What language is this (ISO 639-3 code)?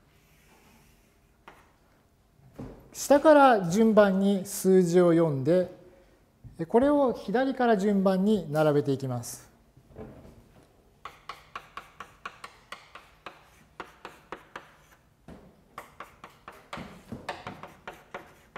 jpn